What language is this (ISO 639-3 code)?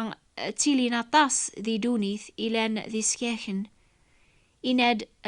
kab